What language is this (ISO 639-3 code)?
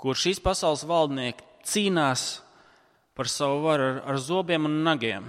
lav